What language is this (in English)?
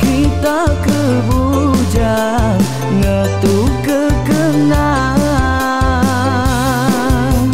Iban